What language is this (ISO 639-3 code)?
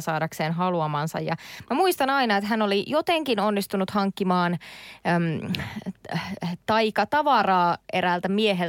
fin